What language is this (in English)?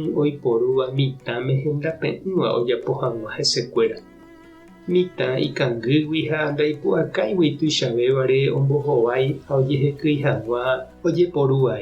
Guarani